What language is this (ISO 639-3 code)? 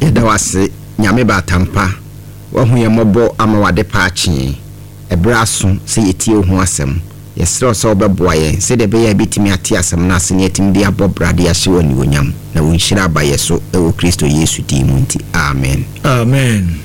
aka